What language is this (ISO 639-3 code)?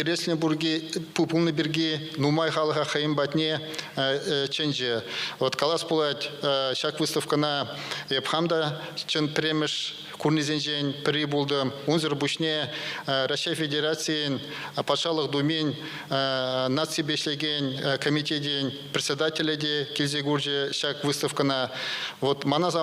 chv